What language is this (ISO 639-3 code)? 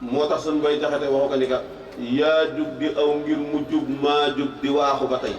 wol